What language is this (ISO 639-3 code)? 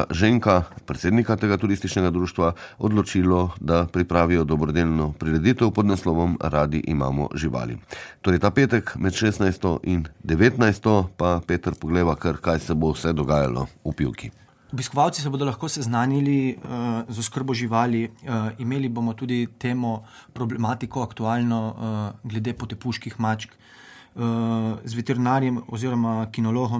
slv